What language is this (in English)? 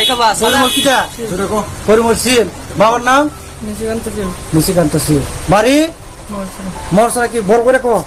Kok Borok